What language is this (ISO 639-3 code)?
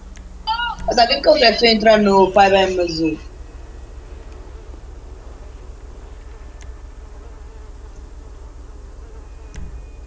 por